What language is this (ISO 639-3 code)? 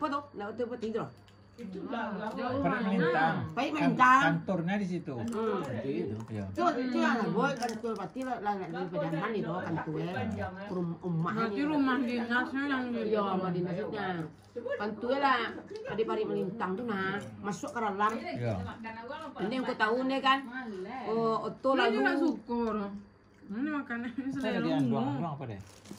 min